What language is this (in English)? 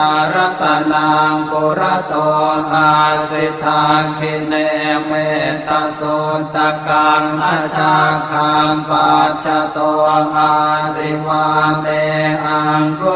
Pali